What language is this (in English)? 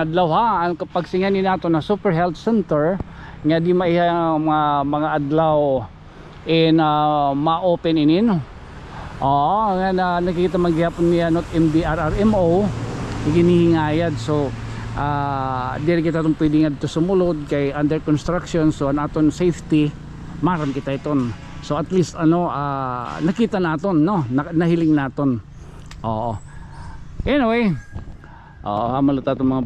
Waray